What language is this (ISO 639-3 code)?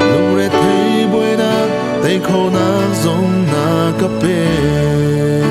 cnh